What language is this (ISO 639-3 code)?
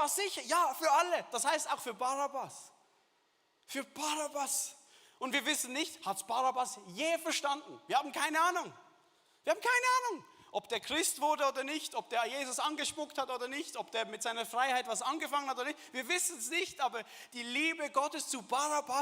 gsw